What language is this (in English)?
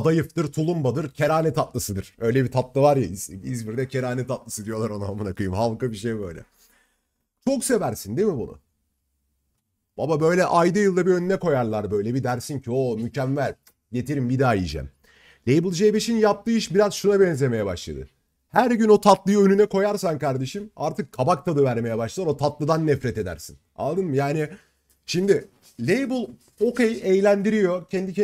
Turkish